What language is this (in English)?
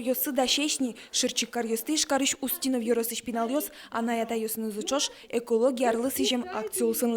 Udmurt